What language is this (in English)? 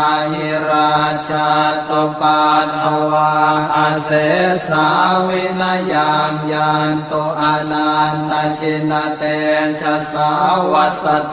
Pali